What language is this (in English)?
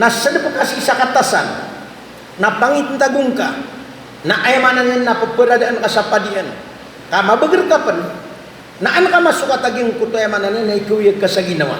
Maranao